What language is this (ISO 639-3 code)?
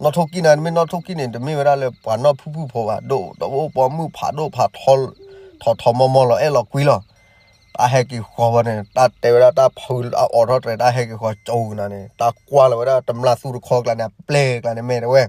ksw